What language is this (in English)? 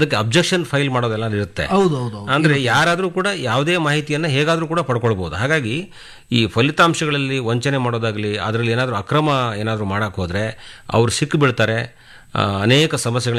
Kannada